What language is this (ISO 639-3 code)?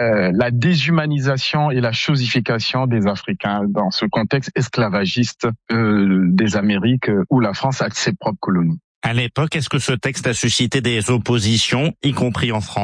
fra